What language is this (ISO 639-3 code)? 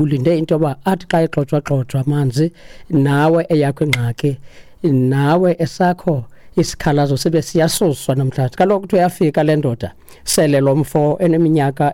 xho